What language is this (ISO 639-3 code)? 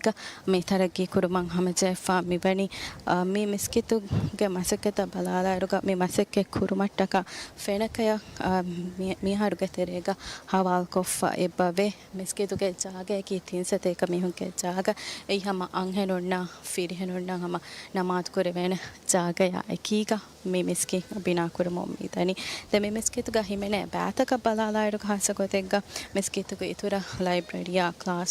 div